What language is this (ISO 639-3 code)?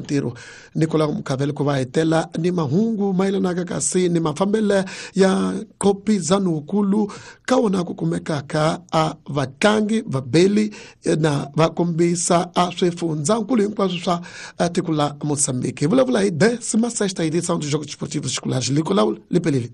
tso